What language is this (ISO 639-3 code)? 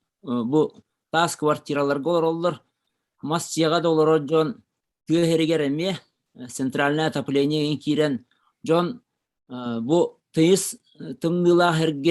sah